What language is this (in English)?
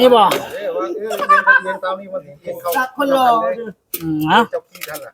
Northeastern Thai